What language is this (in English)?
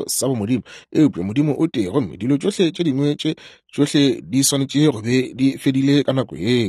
Northern Sotho